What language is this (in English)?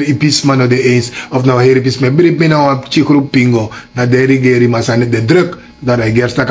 Sranan Tongo